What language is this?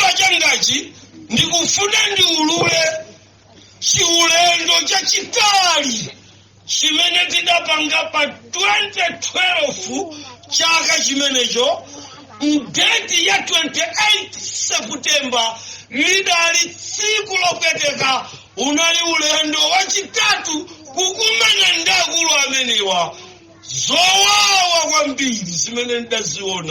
Nyanja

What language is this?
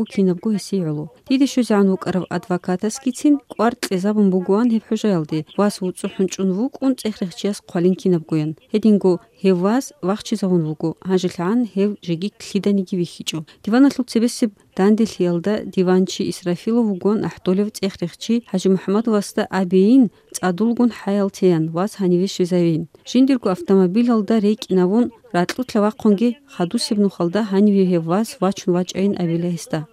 Avaric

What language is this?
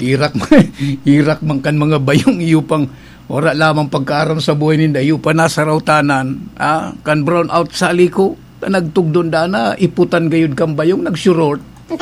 Bikol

